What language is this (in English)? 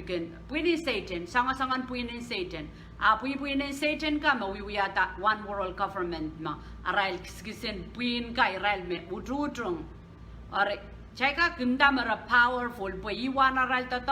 Pohnpeian